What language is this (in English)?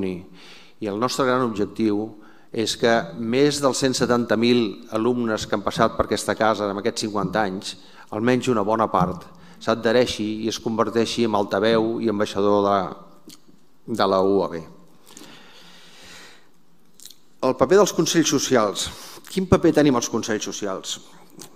Catalan